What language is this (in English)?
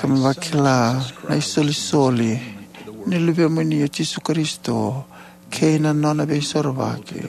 Fijian